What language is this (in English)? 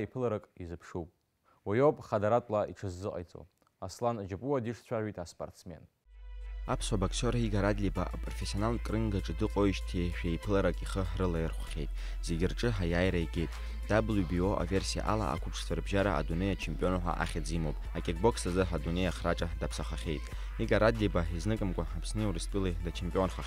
Abkhazian